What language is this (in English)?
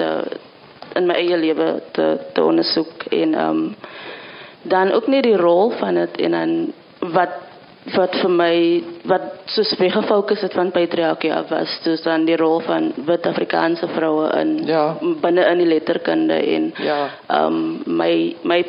Afrikaans